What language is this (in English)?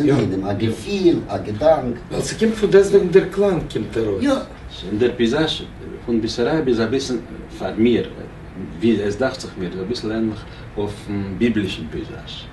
Yiddish